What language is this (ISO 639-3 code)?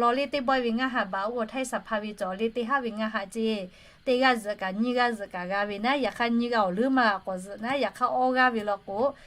lhu